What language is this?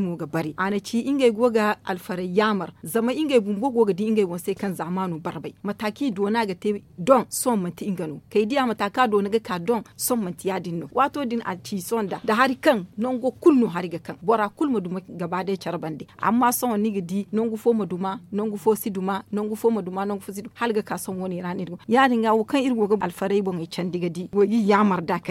Zarma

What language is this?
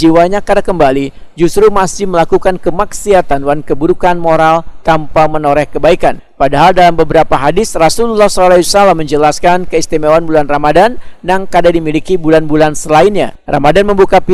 Banjar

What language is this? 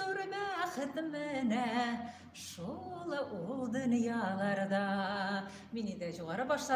Tatar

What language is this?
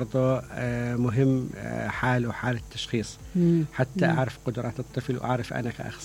Mesopotamian Arabic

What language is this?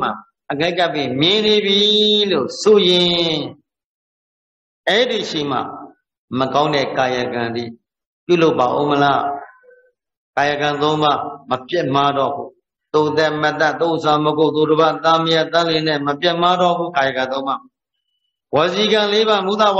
Burmese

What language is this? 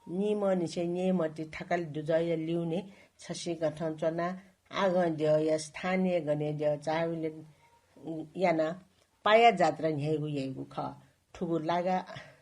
Newari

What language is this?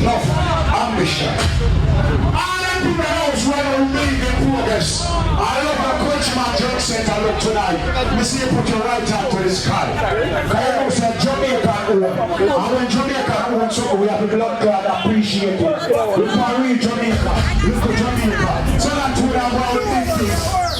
Jamaican Creole English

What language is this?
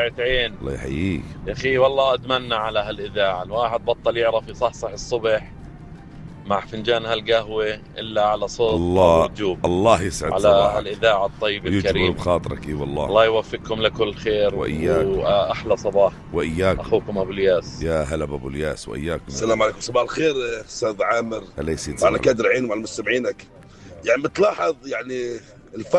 North Levantine Arabic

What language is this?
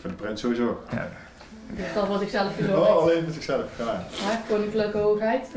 Limburgish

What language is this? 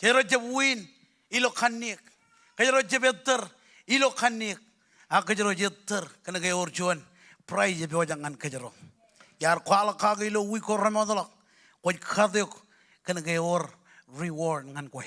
Marshallese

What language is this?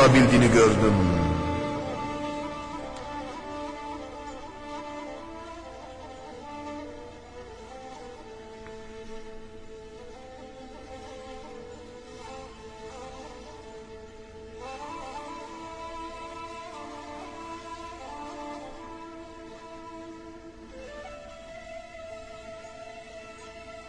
Turkish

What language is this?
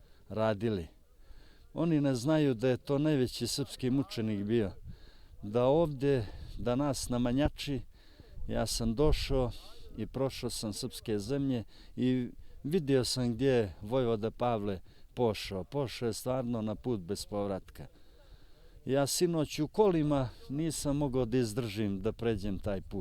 Bosnian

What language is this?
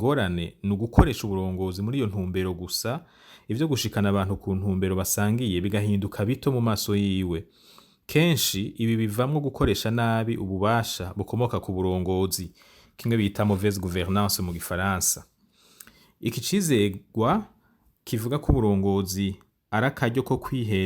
Rundi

